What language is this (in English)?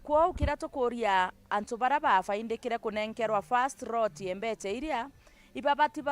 Meru